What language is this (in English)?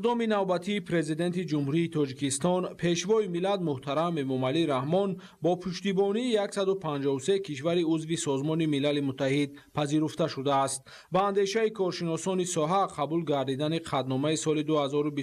Tajik